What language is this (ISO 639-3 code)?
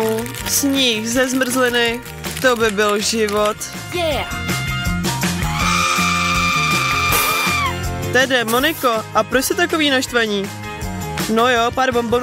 ces